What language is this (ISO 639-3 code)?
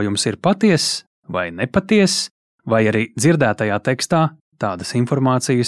lav